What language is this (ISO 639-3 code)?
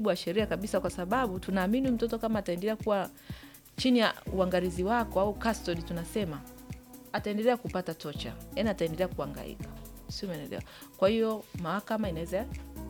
swa